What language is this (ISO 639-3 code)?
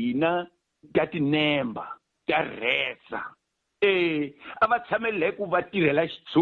tso